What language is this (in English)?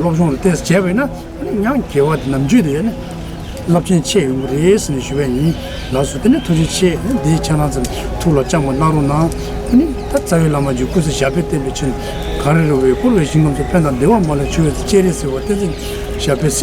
Tibetan